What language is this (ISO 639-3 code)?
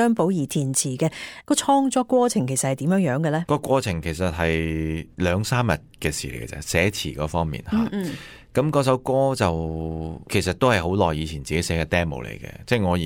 yue